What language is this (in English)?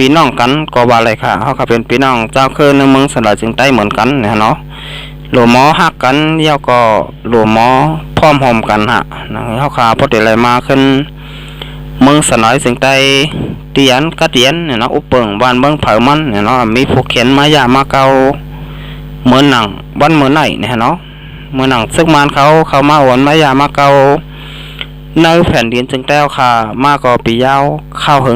Shan